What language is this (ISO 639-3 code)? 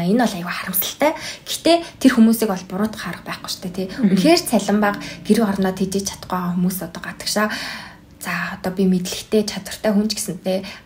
mon